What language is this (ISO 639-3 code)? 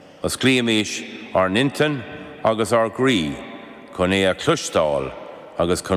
gle